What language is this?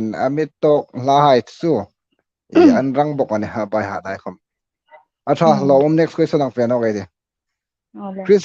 Hmar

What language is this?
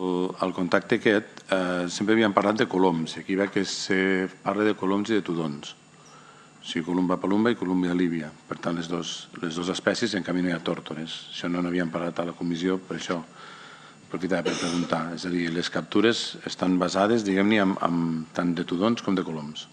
Catalan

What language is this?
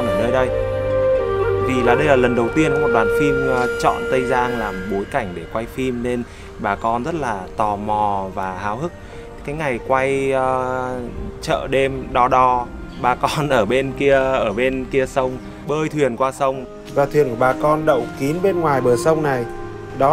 Vietnamese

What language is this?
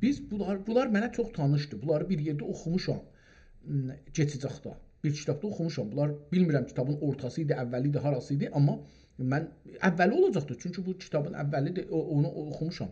South Azerbaijani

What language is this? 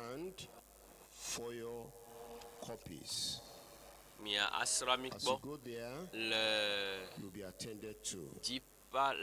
Ewe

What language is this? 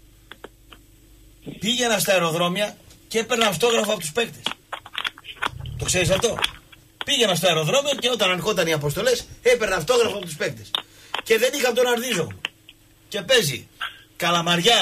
Greek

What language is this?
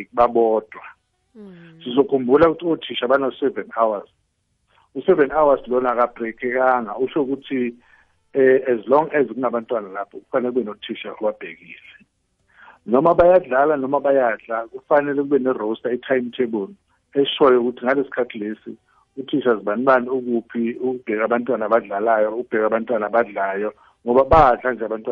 South Ndebele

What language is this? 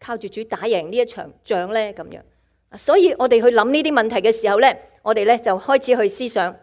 Cantonese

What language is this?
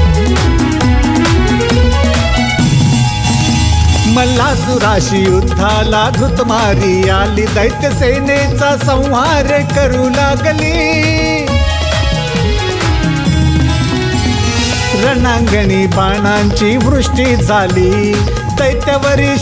Marathi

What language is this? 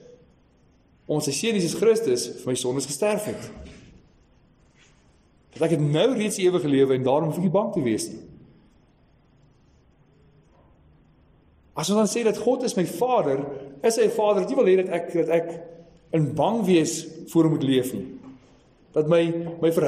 Afrikaans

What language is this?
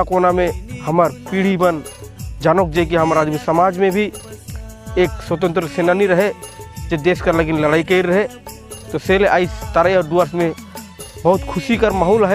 Sadri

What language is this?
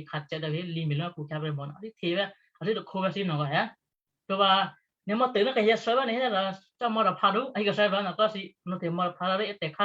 Western Kayah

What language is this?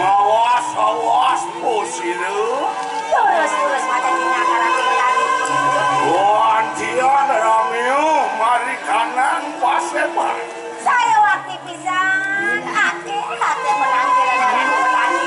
Balinese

